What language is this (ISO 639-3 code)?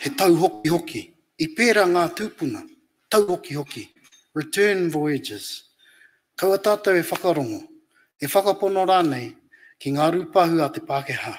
mri